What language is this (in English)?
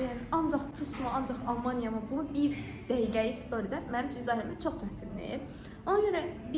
Azerbaijani